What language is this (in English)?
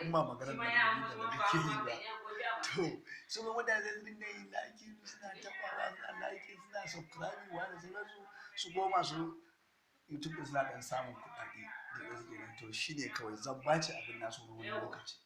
Hausa